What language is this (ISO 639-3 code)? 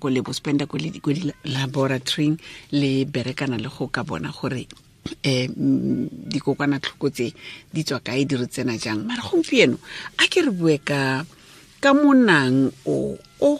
tsn